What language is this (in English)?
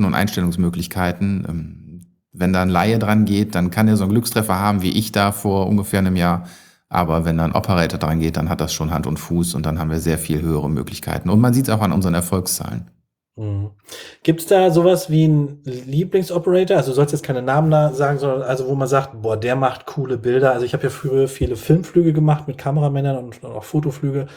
German